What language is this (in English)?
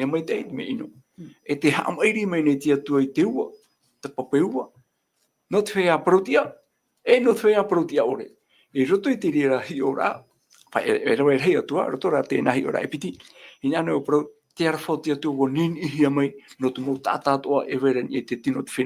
Tahitian